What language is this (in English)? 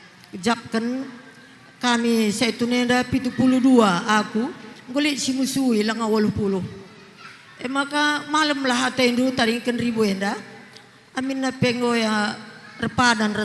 Batak Karo